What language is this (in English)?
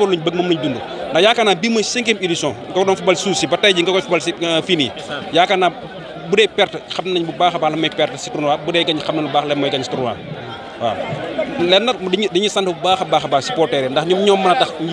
Wolof